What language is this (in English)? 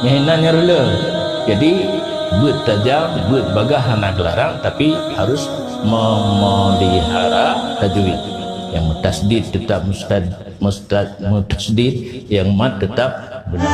Achinese